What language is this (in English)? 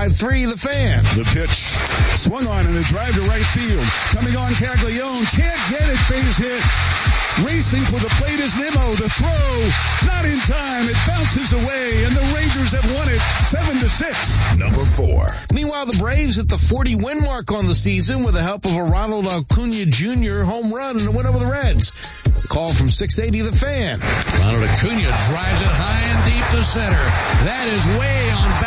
English